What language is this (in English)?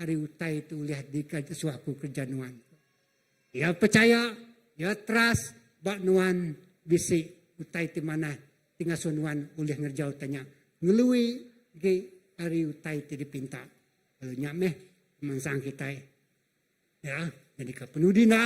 Iban